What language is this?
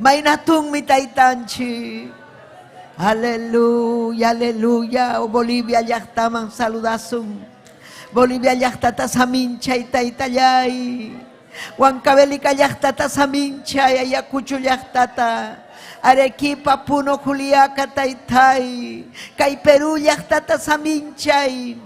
Ayacucho Quechua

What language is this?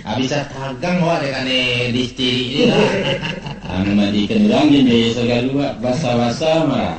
Minangkabau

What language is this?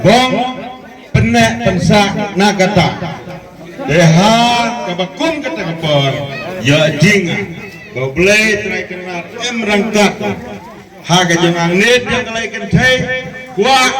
Khasi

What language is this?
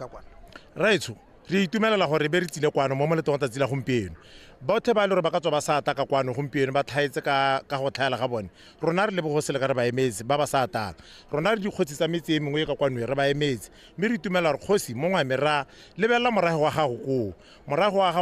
Tswana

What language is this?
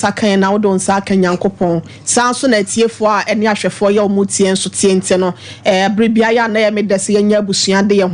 Akan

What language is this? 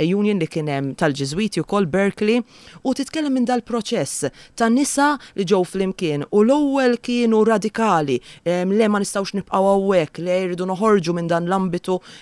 Maltese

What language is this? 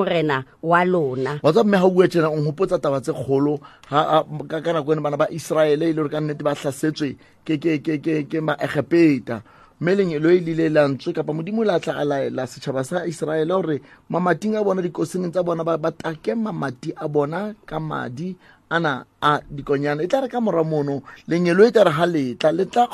Southern Sotho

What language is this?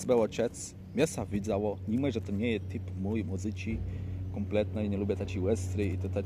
Kashubian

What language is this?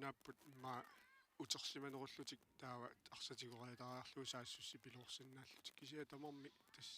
Kalaallisut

